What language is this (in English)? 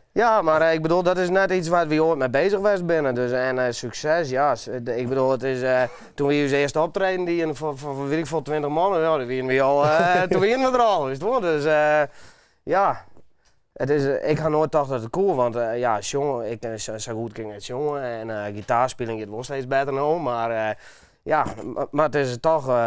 Western Frisian